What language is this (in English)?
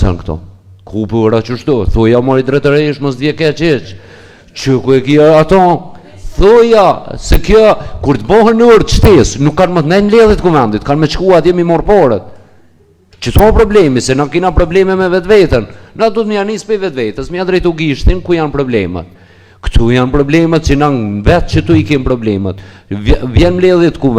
Albanian